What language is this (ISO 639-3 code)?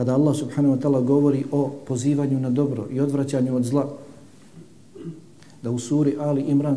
bos